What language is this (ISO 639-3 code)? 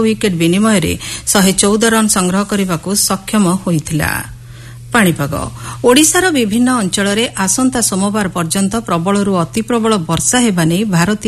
ori